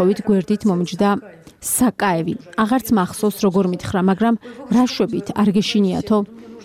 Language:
Georgian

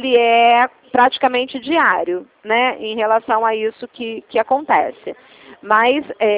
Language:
Portuguese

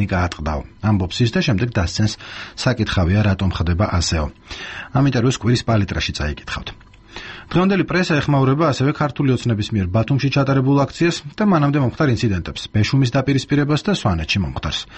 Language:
Georgian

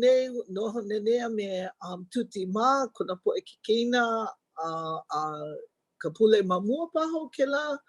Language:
Hawaiian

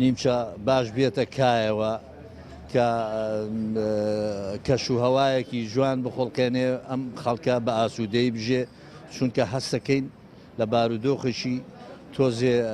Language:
Central Kurdish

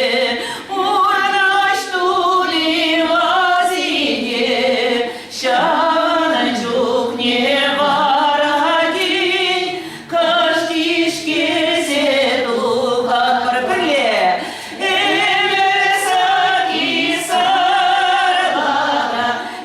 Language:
Chuvash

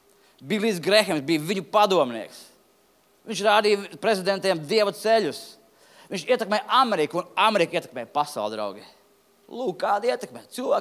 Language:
Latvian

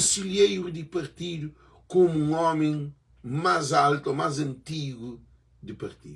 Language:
Kabuverdianu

